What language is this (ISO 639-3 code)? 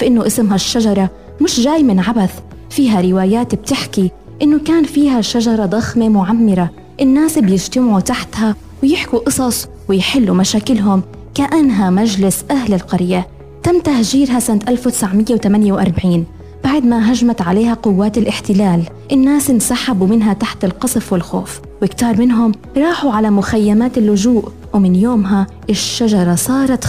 apc